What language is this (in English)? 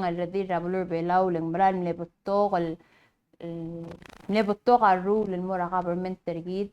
Palauan